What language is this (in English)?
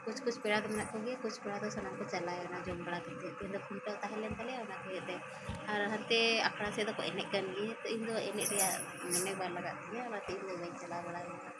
Santali